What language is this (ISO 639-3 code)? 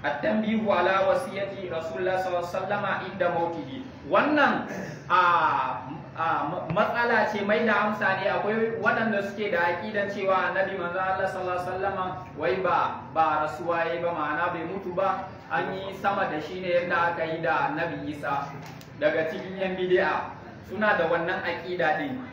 hau